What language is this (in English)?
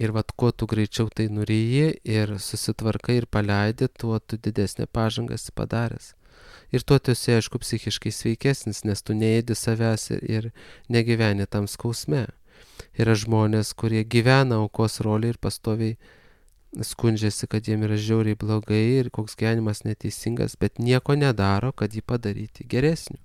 Lithuanian